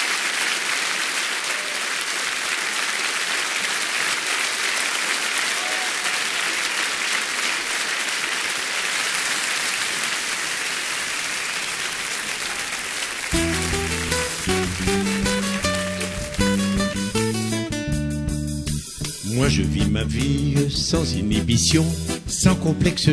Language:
French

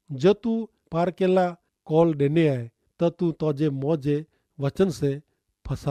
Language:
Kachhi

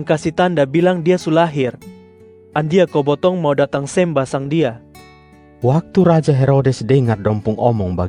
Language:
Kupang Malay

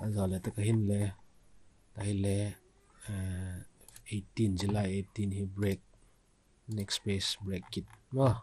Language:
Vaiphei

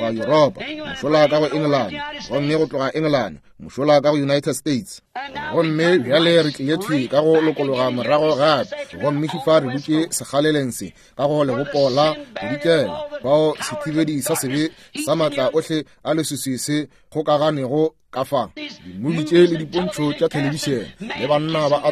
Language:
Northern Sotho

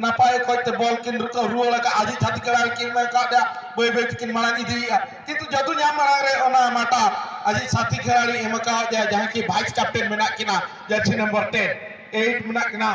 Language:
Santali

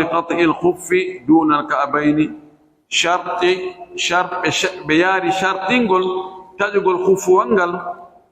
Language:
Fula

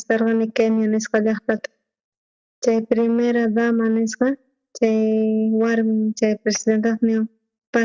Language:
South Bolivian Quechua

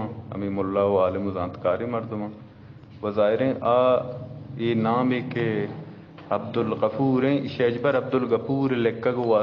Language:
Eastern Balochi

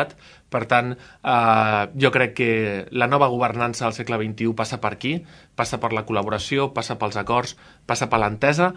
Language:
Catalan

